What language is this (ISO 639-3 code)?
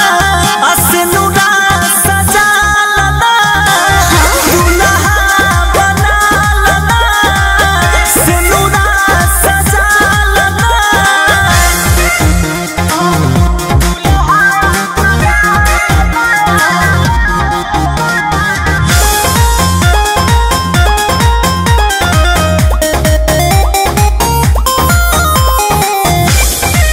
bho